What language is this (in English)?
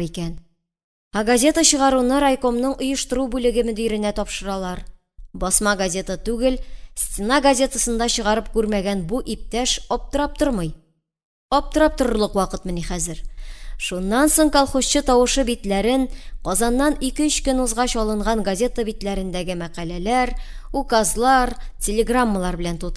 Tatar